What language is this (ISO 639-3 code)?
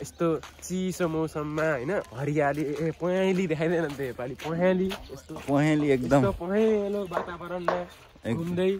nep